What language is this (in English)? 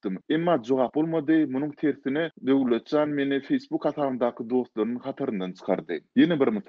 Turkmen